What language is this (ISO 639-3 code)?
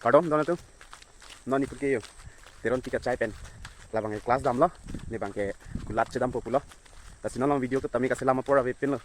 mjw